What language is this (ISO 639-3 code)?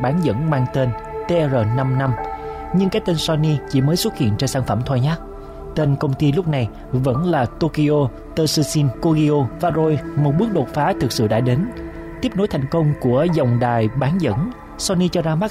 vie